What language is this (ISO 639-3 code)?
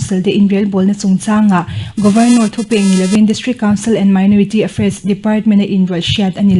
lus